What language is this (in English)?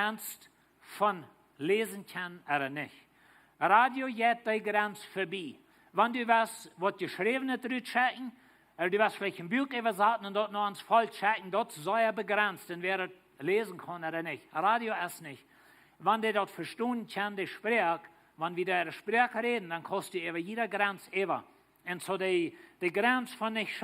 Plautdietsch